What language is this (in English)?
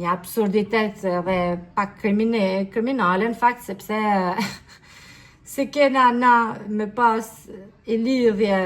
Albanian